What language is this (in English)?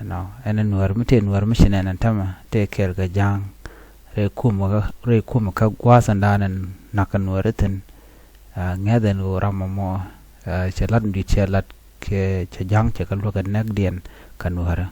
Nuer